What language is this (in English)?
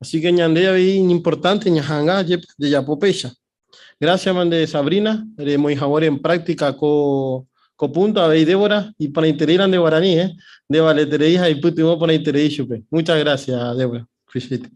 Guarani